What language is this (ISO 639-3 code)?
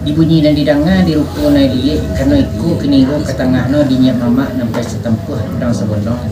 min